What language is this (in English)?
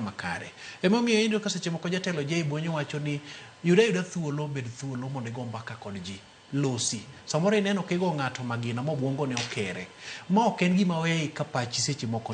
Luo (Kenya and Tanzania)